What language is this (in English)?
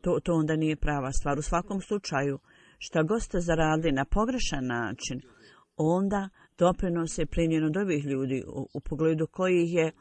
Bosnian